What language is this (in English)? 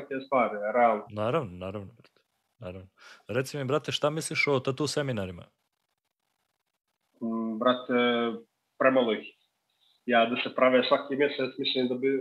Serbian